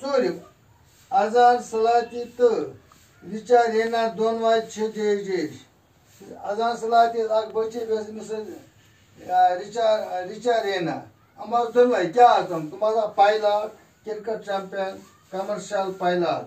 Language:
Kashmiri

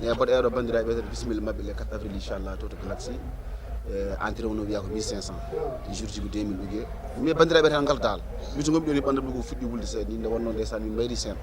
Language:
Fula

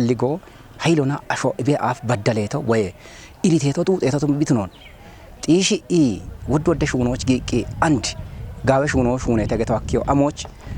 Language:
Kafa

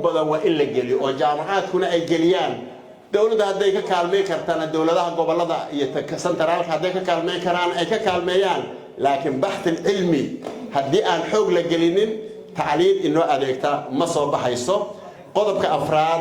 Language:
Somali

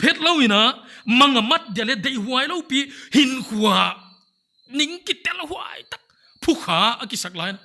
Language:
Paite Chin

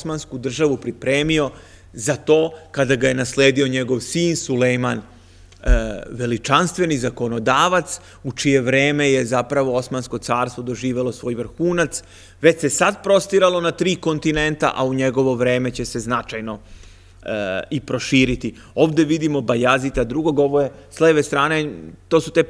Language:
Serbian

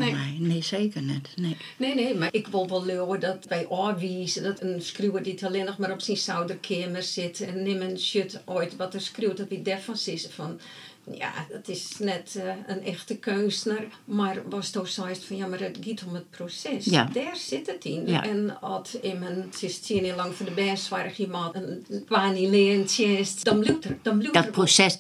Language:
Western Frisian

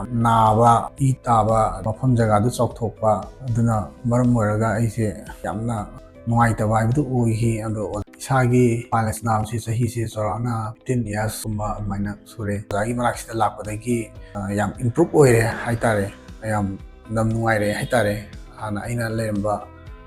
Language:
Manipuri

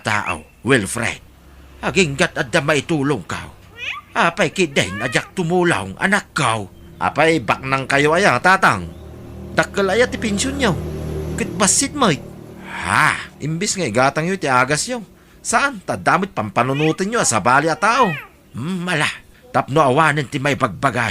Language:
Iloko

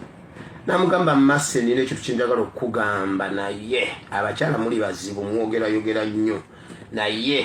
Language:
Ganda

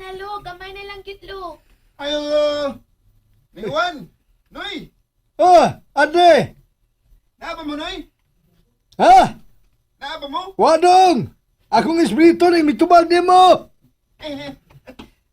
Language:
Cebuano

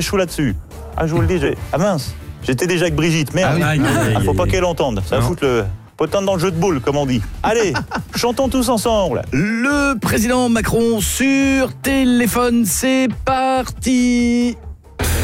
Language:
French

